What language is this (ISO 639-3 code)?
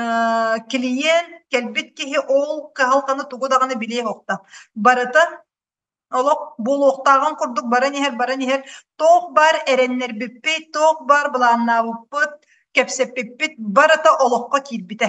sah